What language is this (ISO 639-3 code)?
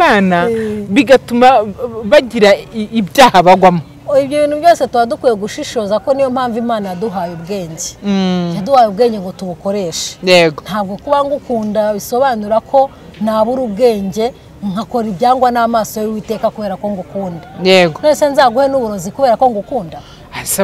kin